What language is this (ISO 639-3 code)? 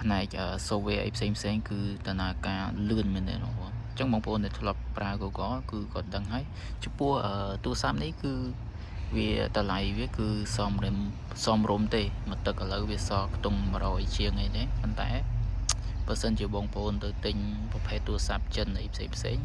khm